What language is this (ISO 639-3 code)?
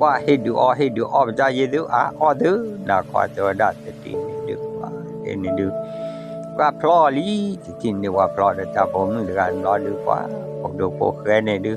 ksw